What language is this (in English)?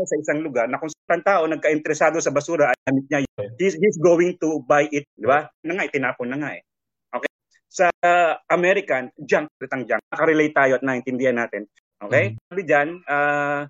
Filipino